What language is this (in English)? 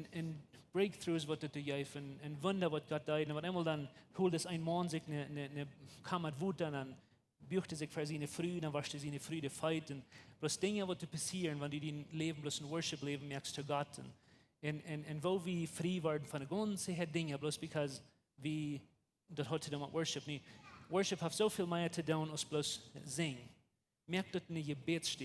Plautdietsch